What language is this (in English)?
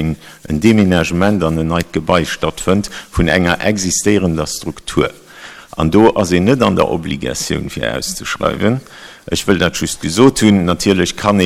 Luxembourgish